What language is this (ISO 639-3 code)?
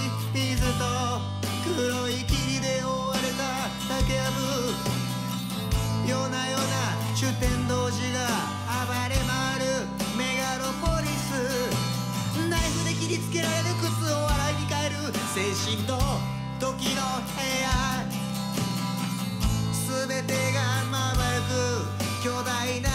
jpn